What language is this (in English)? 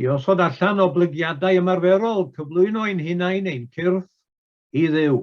Welsh